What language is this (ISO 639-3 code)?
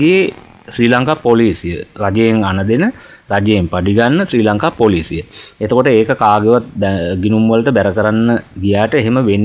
sin